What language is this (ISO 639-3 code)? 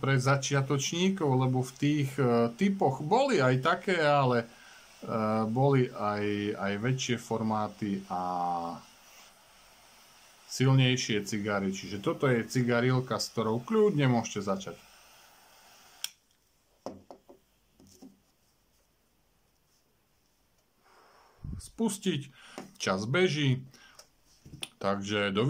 slk